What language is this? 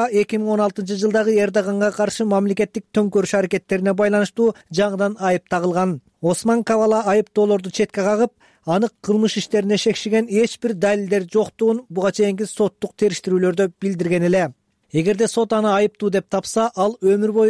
Kyrgyz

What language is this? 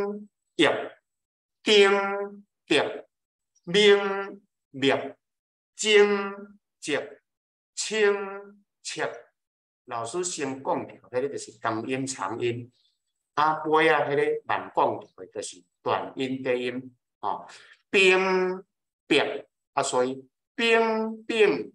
Min Nan Chinese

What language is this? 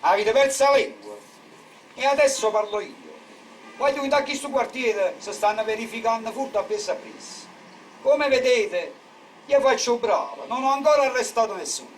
Neapolitan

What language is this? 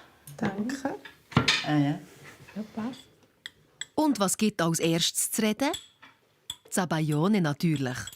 Swiss German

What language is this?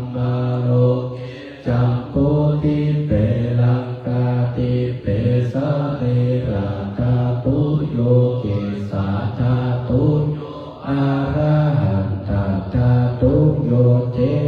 Pali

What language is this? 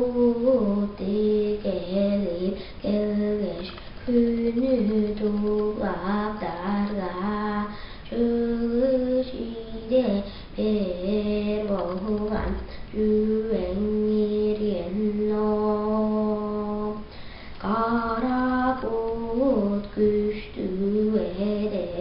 Tuvinian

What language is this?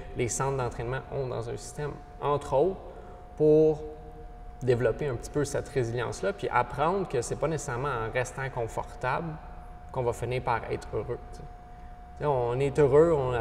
French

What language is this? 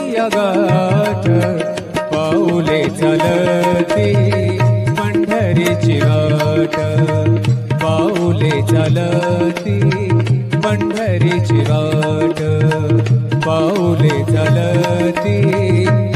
Marathi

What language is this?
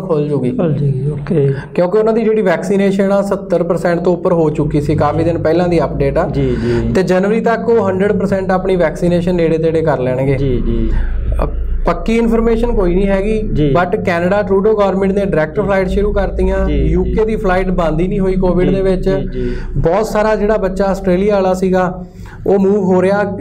Punjabi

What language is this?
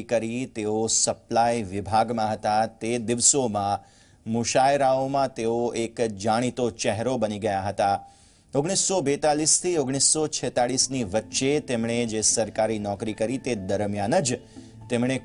Gujarati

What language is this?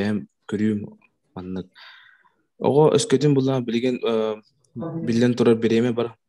Yakut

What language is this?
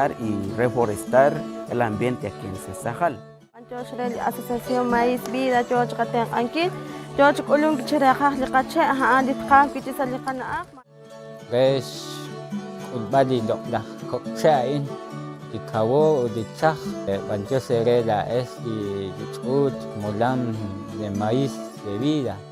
Kekchí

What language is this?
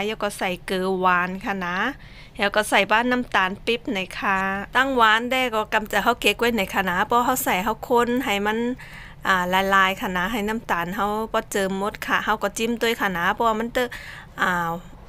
Shan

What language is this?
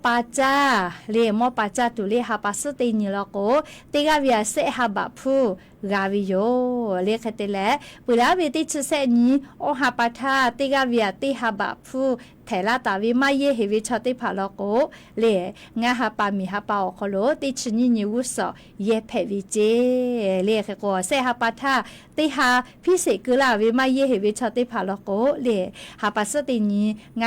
Lahu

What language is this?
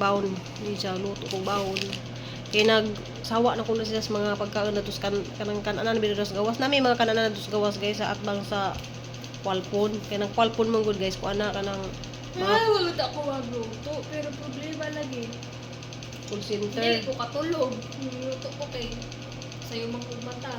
Cebuano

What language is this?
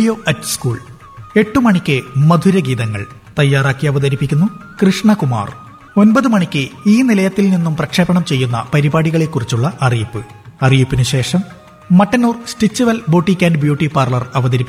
Malayalam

